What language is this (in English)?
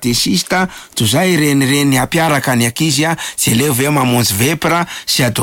Malagasy